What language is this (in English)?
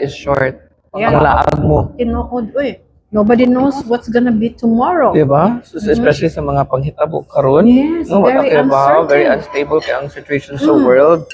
Cebuano